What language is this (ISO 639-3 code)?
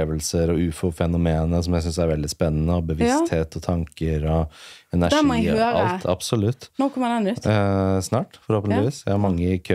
nor